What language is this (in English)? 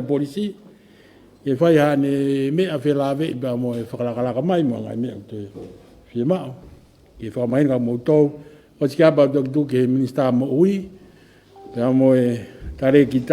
Tongan